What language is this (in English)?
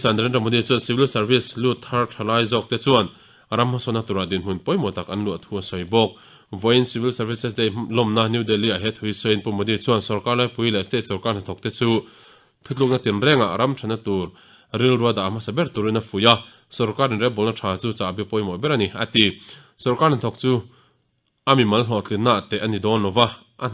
Mizo